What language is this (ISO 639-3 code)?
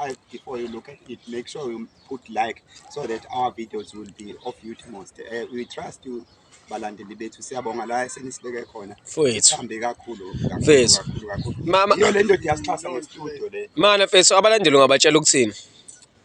zul